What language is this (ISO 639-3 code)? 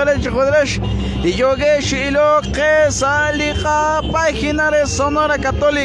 kek